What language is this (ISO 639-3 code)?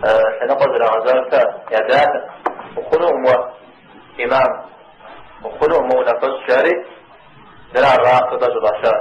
kbd